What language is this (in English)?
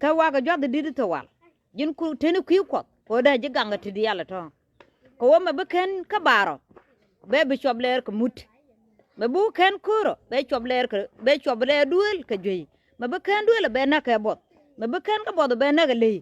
Nuer